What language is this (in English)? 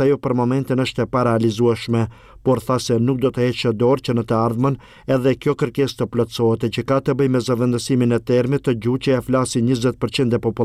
Albanian